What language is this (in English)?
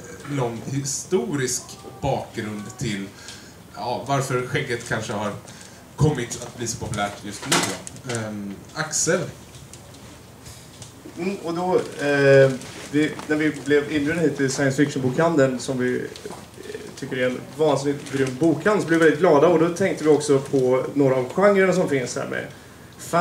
Swedish